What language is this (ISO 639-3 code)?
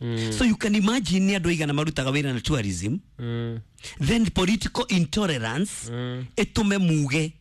kik